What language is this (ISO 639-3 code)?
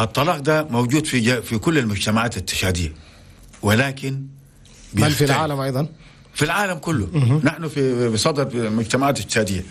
shu